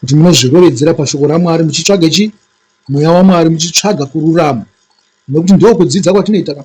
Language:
Shona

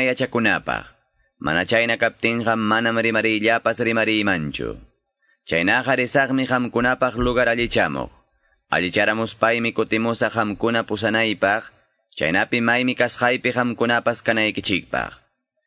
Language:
Quechua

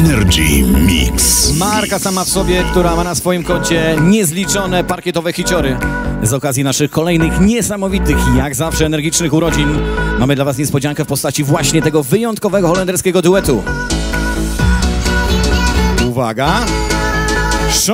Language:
Polish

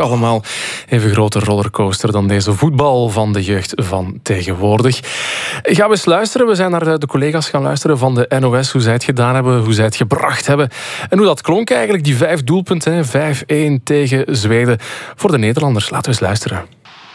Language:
Dutch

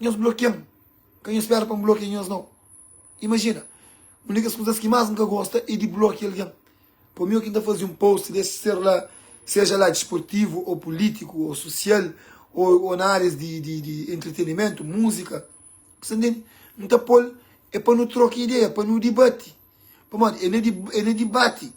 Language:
Kabuverdianu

